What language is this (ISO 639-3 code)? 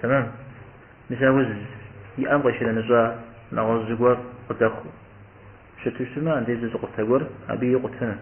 kbd